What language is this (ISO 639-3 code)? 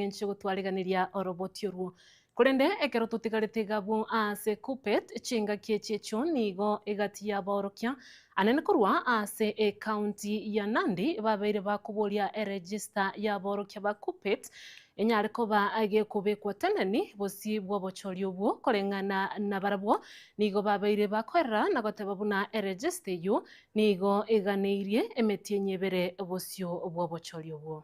guz